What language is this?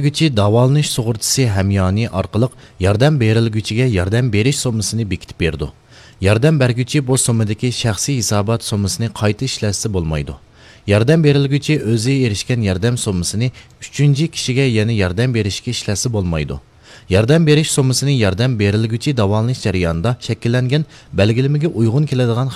Uyghur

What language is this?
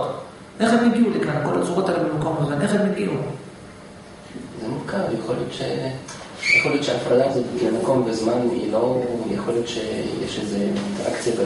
Hebrew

